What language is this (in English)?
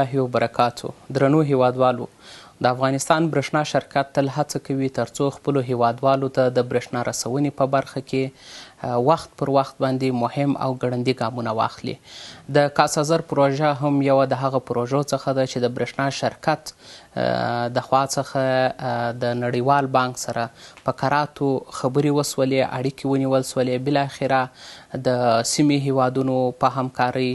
Pashto